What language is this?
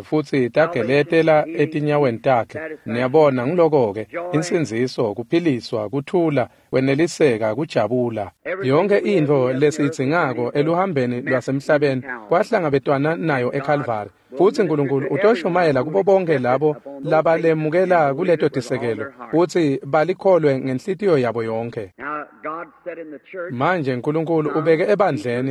Swati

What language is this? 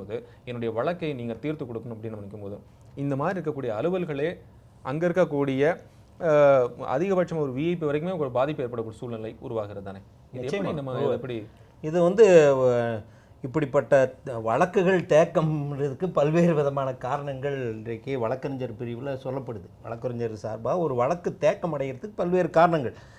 Tamil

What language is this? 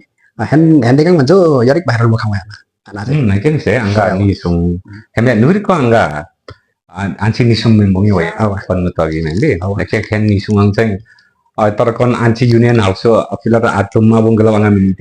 Limbu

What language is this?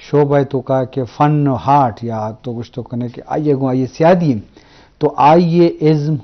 Eastern Balochi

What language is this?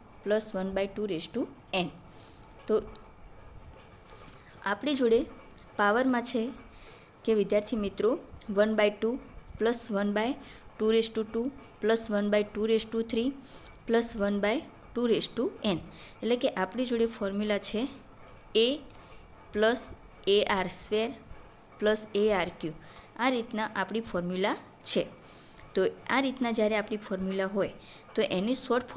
Gujarati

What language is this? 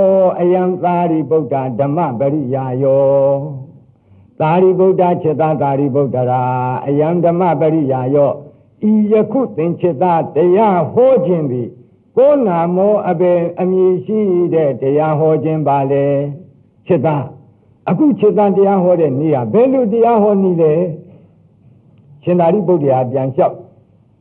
Burmese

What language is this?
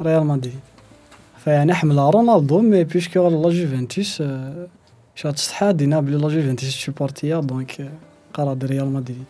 Algerian Arabic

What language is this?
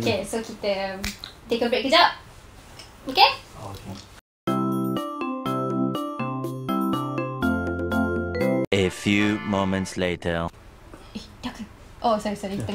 Malay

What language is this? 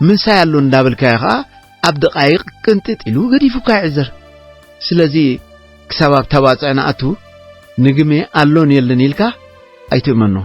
Tigrinya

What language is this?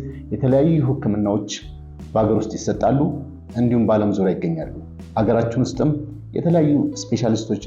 Amharic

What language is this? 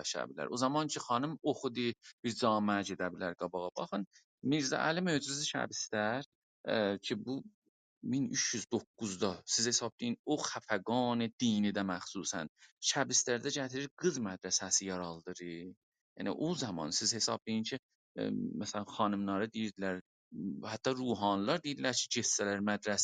South Azerbaijani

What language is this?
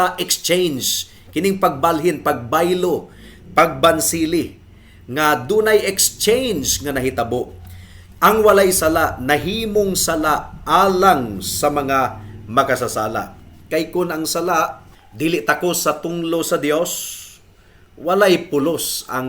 Cebuano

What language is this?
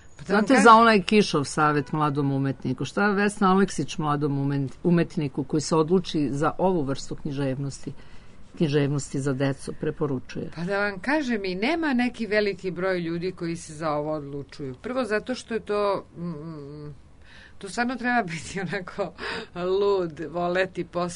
Serbian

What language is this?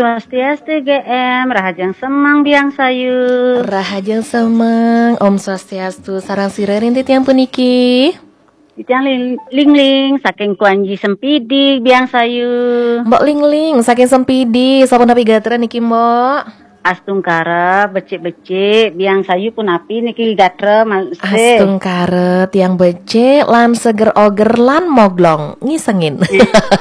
Balinese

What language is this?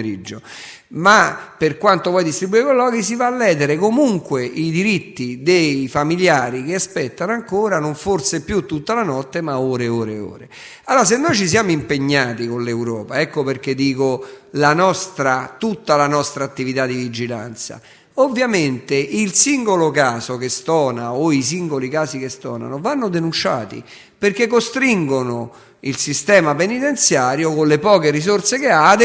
Italian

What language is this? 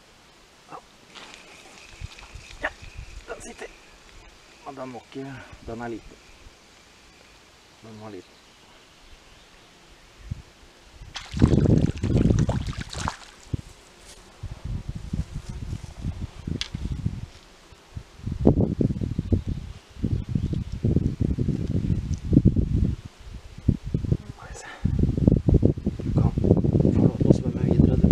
Norwegian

